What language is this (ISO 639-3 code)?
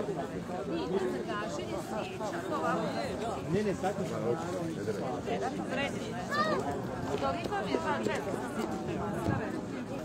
hrv